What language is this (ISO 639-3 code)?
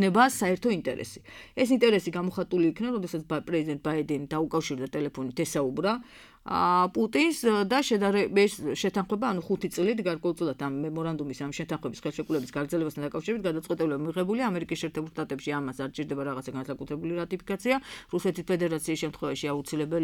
kat